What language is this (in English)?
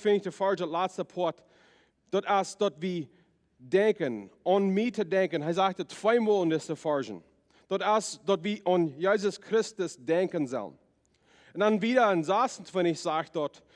Plautdietsch